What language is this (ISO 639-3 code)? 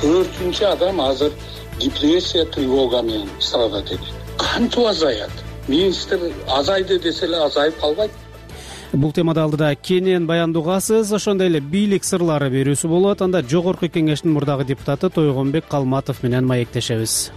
kir